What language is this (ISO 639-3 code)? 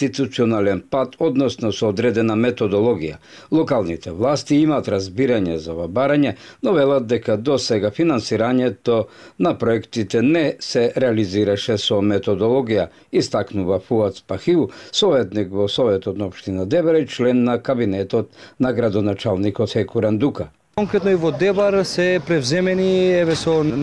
mkd